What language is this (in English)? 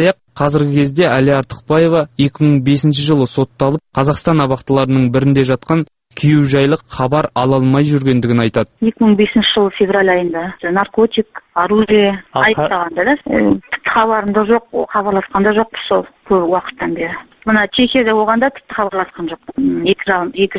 Kazakh